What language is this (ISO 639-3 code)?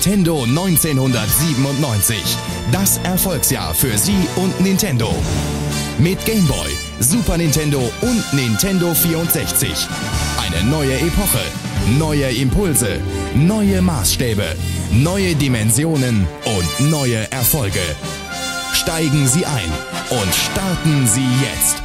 deu